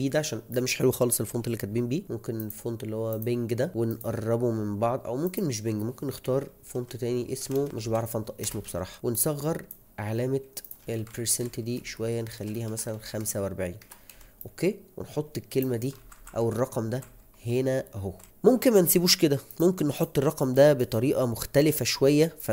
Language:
Egyptian Arabic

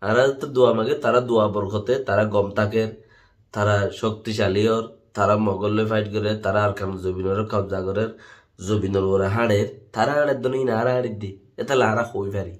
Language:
Rohingya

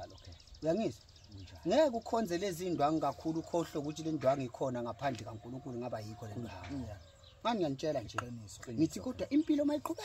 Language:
Zulu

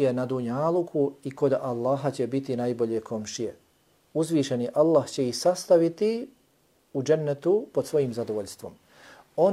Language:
Bosnian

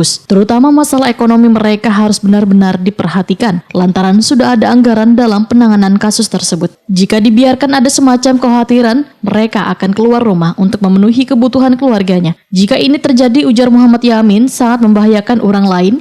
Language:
Banjar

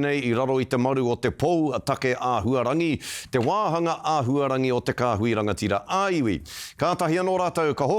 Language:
Māori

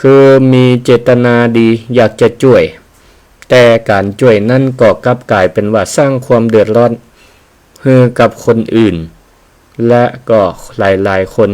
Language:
Northern Thai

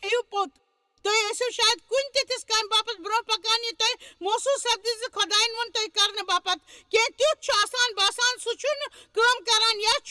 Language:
Kashmiri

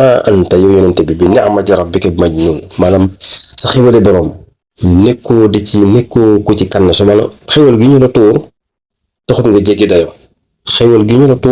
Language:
Wolof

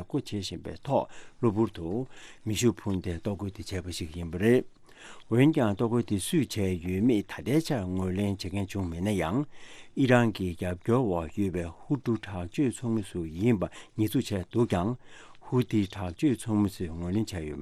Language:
Tibetan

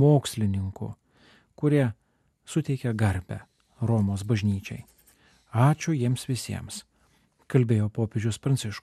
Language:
Lithuanian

